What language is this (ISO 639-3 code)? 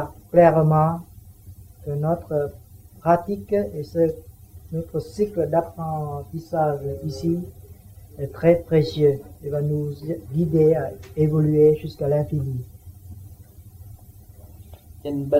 vie